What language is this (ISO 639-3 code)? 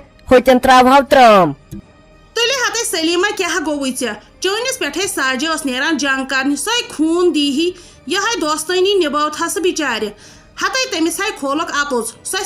kas